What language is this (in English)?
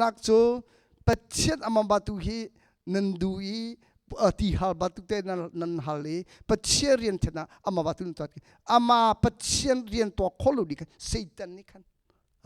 Hakha Chin